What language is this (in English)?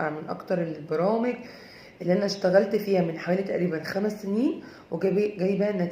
Egyptian Arabic